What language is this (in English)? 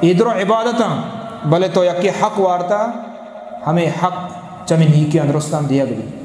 Eastern Balochi